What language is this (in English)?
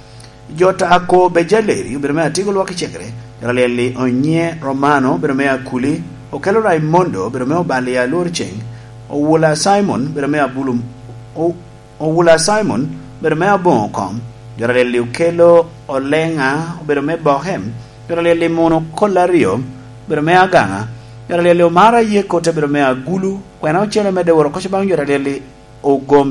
Lango (Uganda)